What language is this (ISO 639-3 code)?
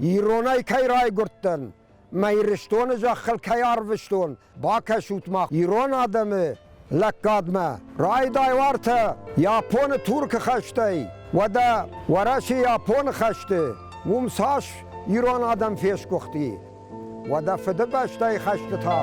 oss